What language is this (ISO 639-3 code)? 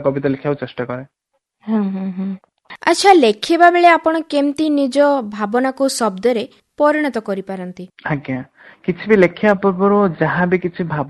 ori